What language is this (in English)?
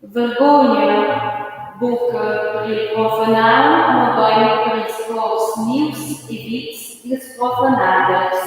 Romansh